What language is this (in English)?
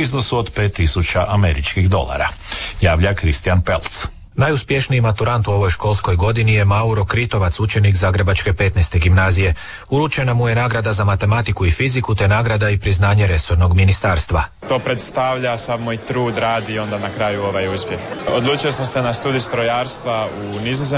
Croatian